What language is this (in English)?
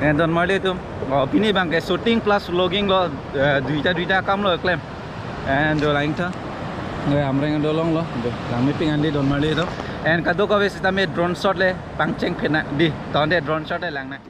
Karbi